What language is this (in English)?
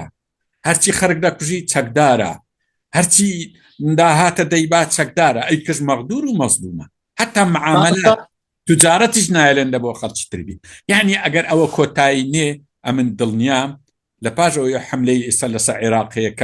Central Kurdish